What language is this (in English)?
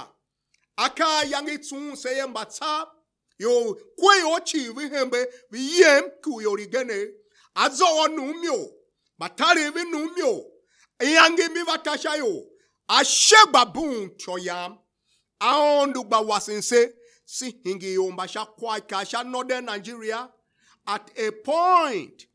Tiv